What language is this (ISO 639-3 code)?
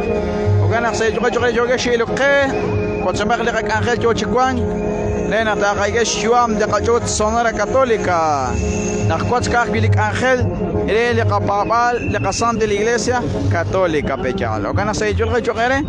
kek